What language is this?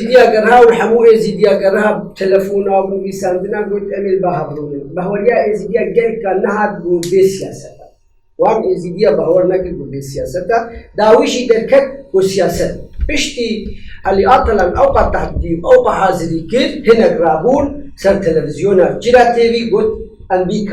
Kurdish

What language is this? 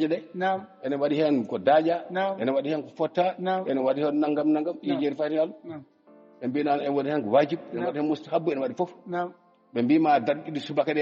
Fula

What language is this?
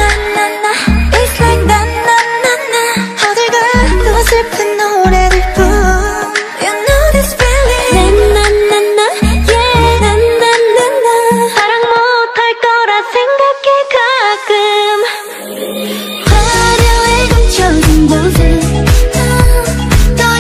Korean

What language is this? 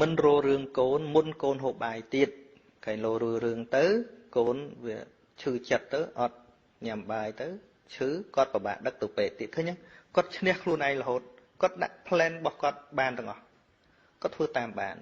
Khmer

